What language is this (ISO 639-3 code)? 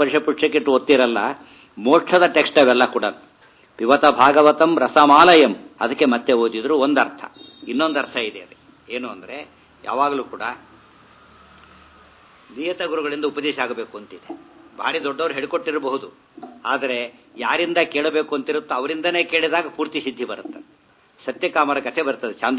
kan